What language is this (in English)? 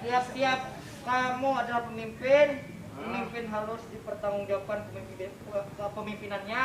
Banjar